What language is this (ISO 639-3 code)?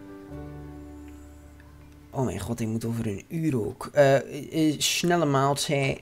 nld